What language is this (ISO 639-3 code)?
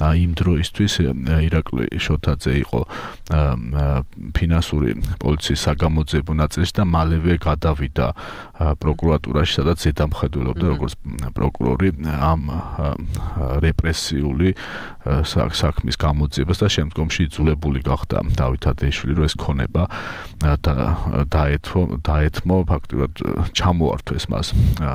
kat